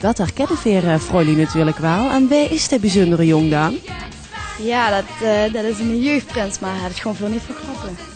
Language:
Limburgish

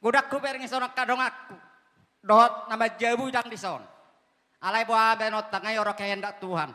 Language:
Batak Toba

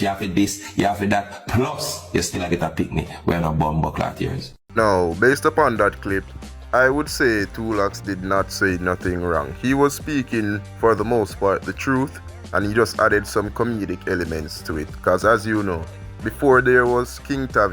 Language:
Jamaican Creole English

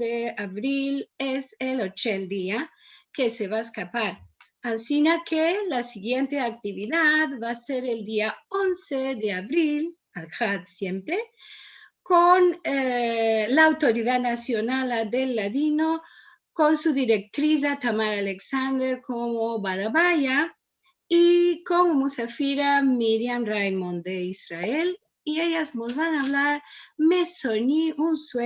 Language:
Ladino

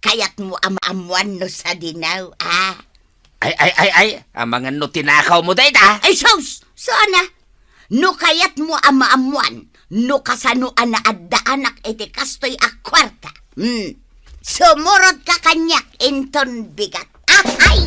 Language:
Iloko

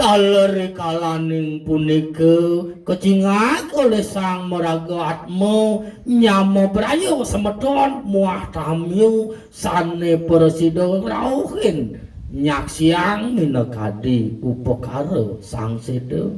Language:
Balinese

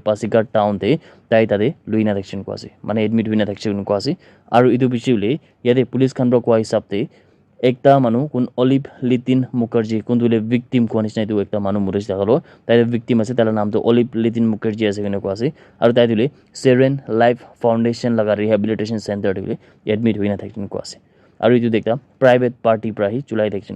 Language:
Naga Pidgin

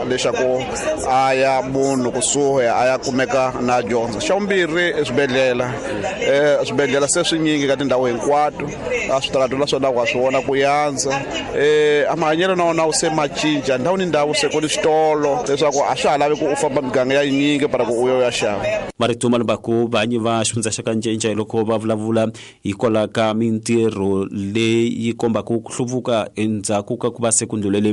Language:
Tsonga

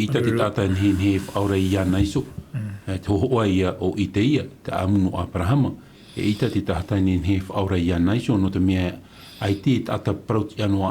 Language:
Tahitian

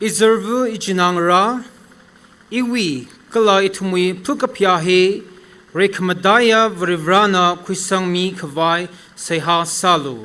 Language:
Tangkhul Naga (India)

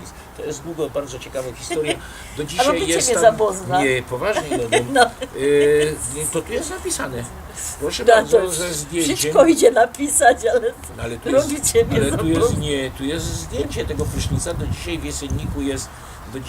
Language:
Silesian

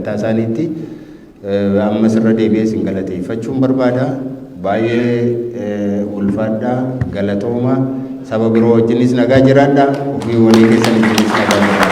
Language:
Oromo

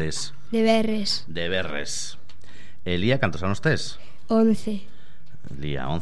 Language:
Galician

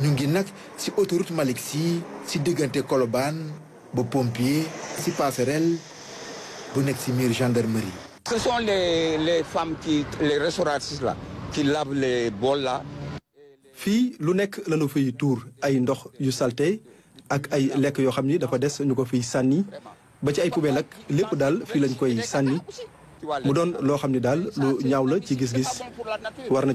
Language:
Wolof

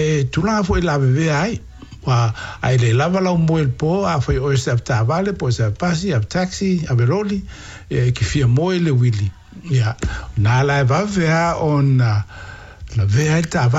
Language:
Samoan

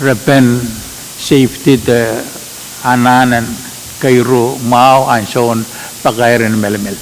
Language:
Pohnpeian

